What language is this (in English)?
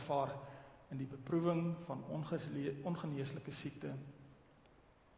Afrikaans